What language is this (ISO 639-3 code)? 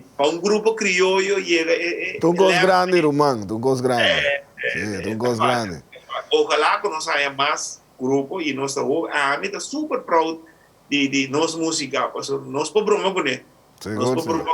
pap